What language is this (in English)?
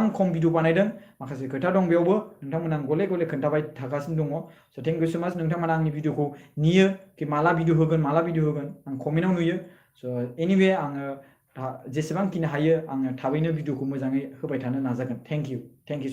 Bodo